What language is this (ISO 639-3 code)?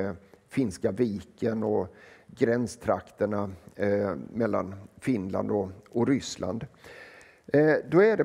swe